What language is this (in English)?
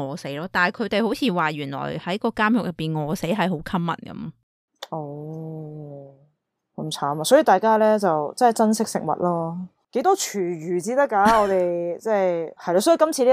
Cantonese